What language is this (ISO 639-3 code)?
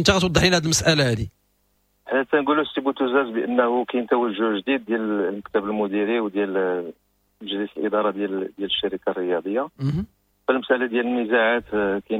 ary